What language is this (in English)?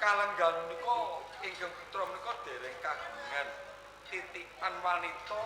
Javanese